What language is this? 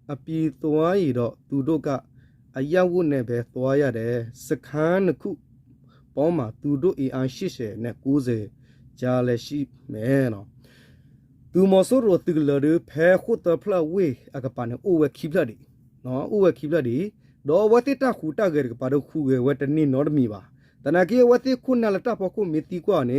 S'gaw Karen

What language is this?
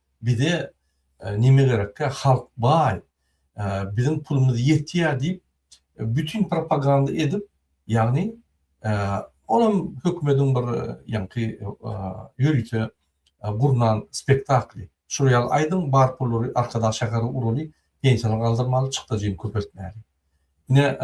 Turkmen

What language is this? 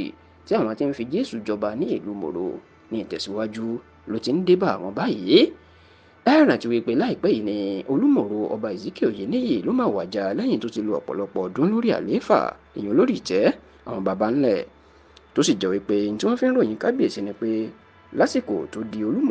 Yoruba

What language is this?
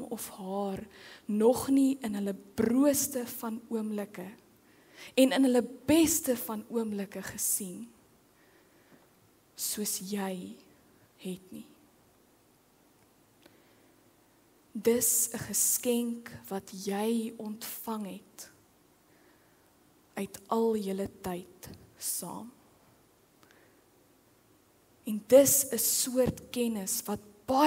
Afrikaans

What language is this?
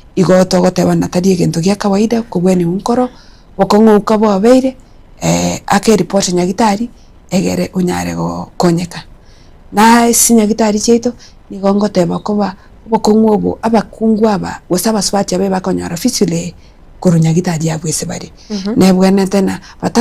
Gusii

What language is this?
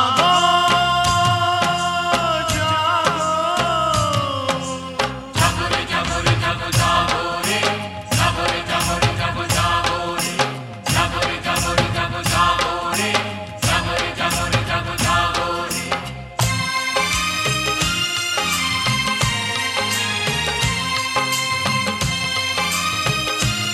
Hindi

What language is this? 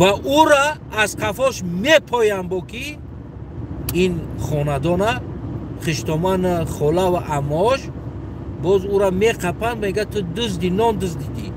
Tajik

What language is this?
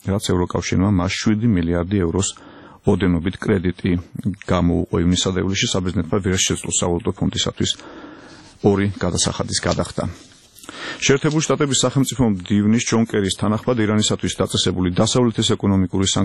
Georgian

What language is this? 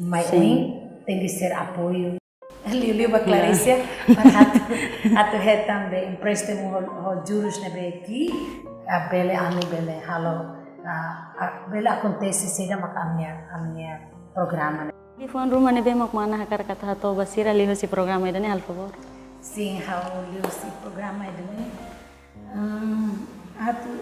Tetum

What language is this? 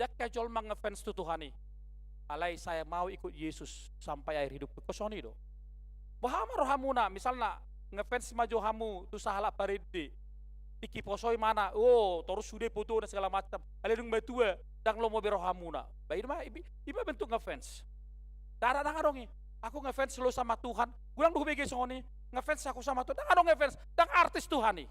Batak Toba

